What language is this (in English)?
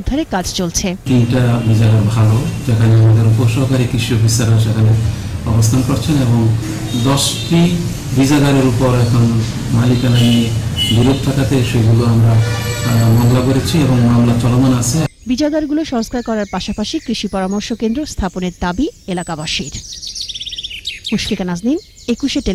Bangla